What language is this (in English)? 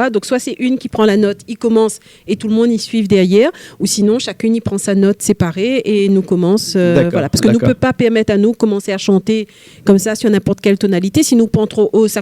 Réunion Creole French